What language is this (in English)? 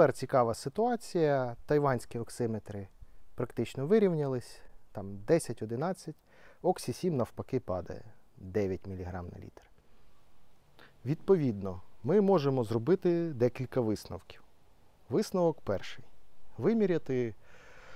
Ukrainian